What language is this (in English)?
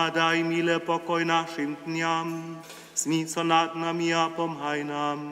Upper Sorbian